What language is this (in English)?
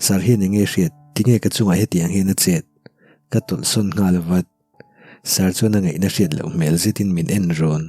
Mizo